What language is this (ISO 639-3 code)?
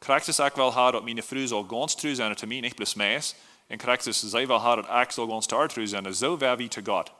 pdt